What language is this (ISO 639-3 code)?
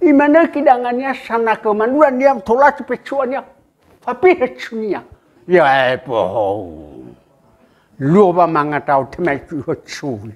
nia